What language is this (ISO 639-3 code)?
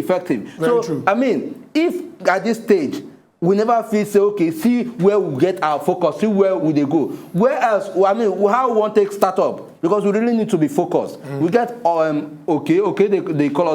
pcm